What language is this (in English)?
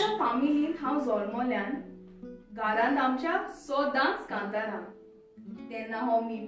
Konkani